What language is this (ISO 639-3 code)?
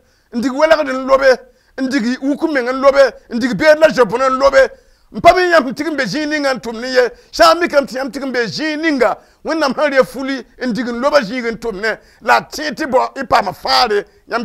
mos